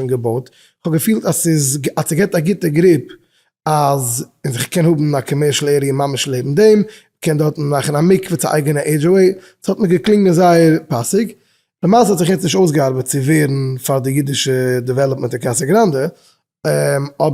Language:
Yiddish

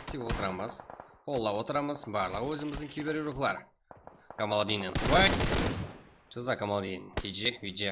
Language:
Kara-Kalpak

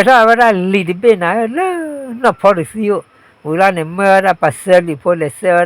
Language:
S'gaw Karen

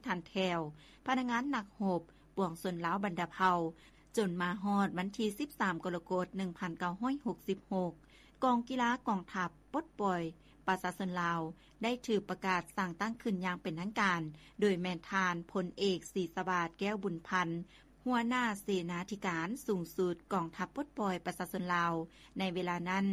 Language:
Lao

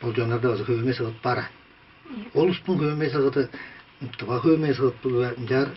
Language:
Tuvinian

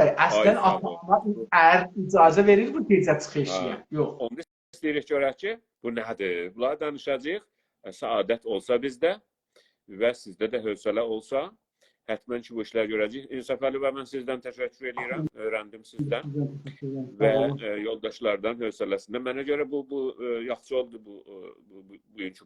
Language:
South Azerbaijani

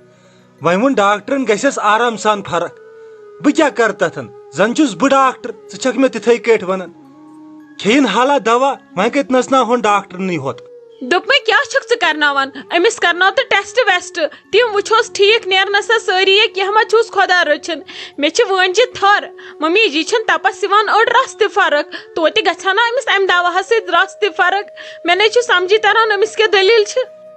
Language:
Kashmiri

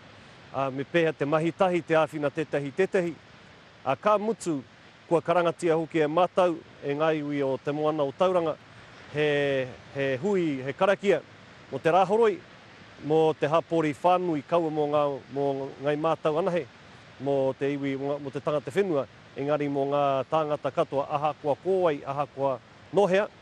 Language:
Māori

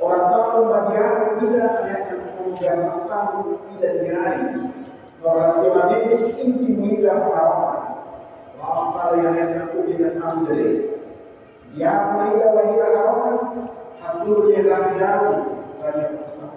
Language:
Tetum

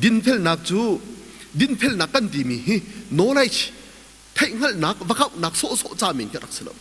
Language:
Hakha Chin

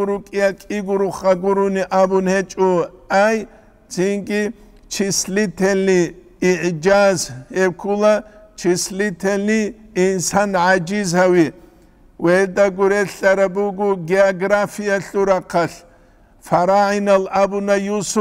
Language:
Avaric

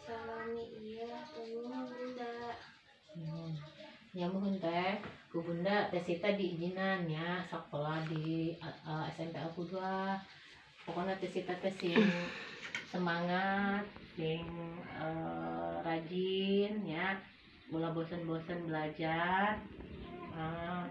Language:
Sundanese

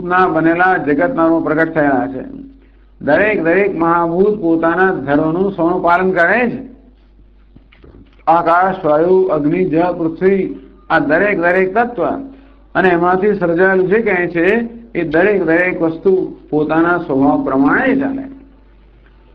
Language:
Gujarati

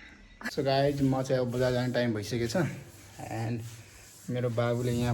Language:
Nepali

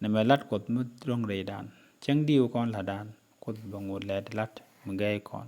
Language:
Nuer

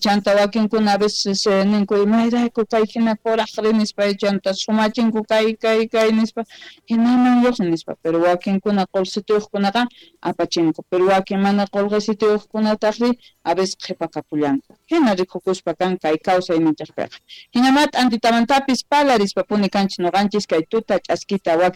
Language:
South Bolivian Quechua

